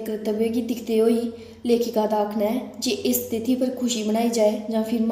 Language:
Dogri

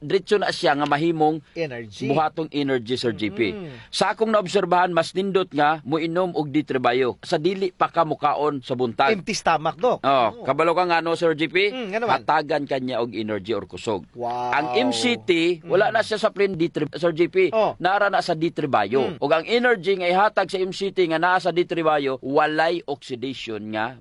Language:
Cebuano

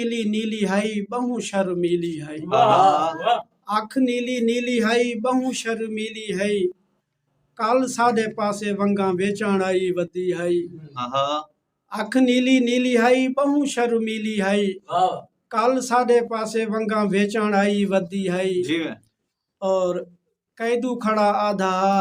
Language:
Saraiki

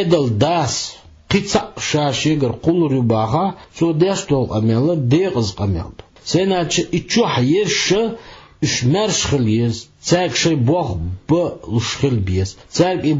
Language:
Chechen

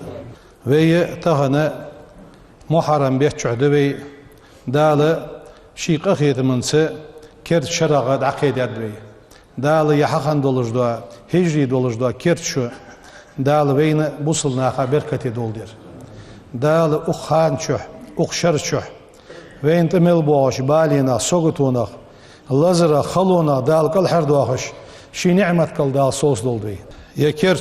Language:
Ingush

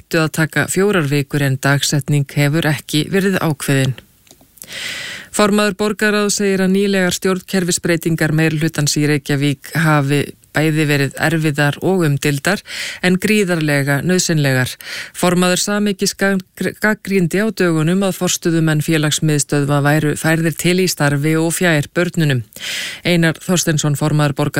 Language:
Icelandic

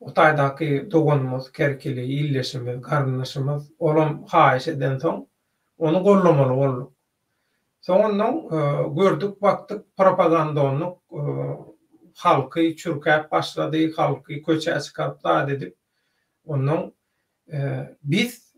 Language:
Turkmen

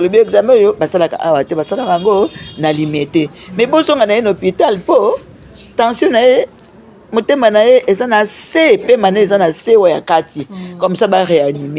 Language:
Lingala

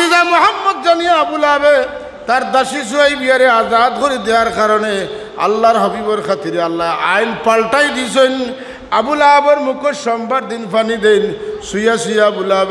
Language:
Sylheti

